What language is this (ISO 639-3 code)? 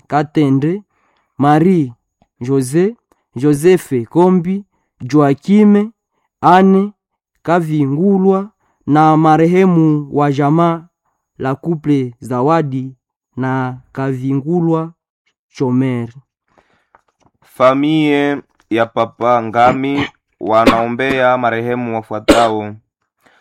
swa